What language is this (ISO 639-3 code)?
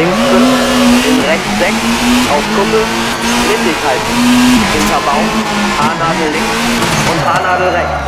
bar